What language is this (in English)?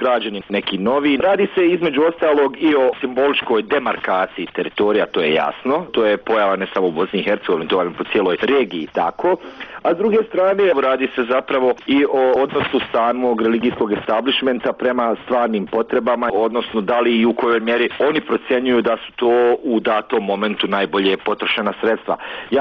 Bosnian